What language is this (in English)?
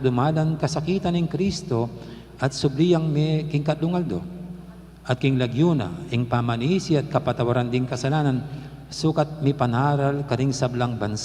Pampanga